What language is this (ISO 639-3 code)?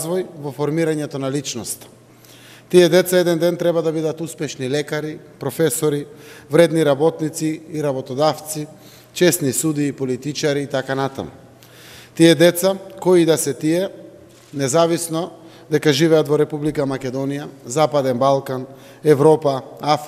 mkd